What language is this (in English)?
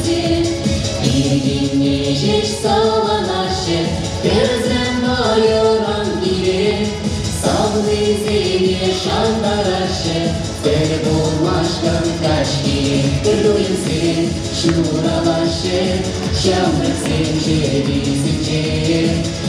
Chuvash